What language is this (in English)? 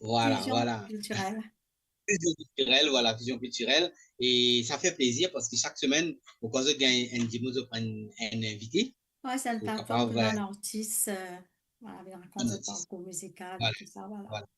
Morisyen